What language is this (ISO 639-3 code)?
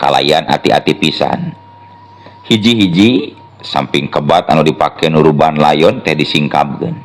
sun